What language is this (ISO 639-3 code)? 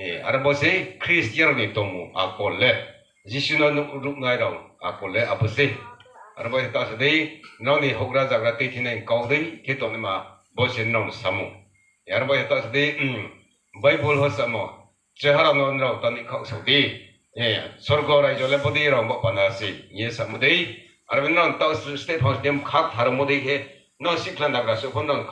ria